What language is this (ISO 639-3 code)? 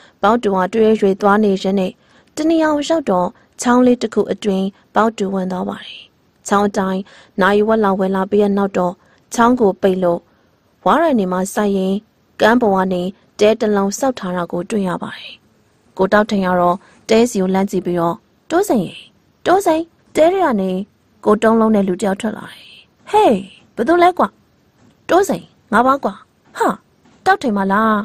mya